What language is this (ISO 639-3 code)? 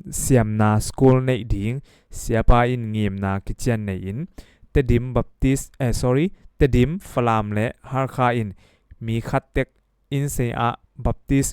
ctd